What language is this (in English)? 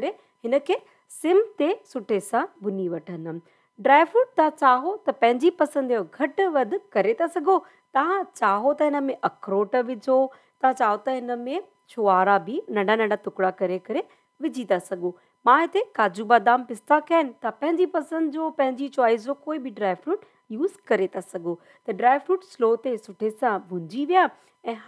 Sindhi